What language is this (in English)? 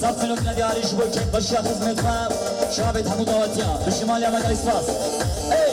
Kurdish